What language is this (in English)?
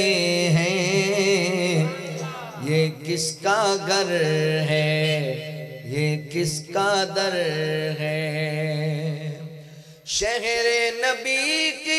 Urdu